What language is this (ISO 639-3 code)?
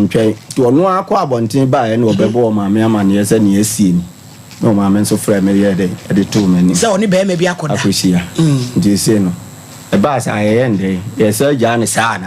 aka